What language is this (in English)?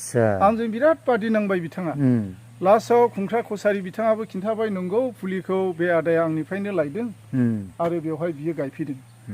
Bodo